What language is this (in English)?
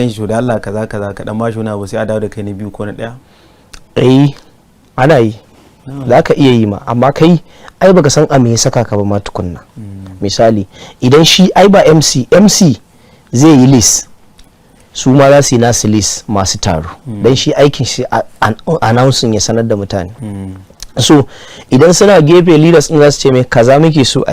Hausa